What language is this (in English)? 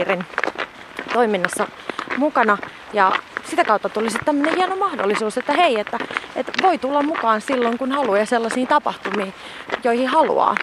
Finnish